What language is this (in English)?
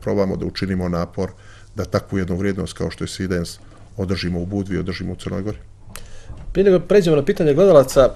Serbian